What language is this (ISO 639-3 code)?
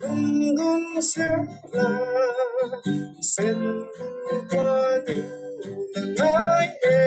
cfm